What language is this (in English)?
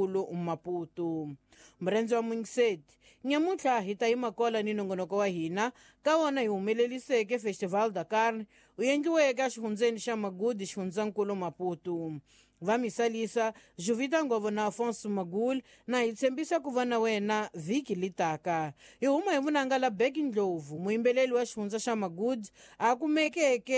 Tsonga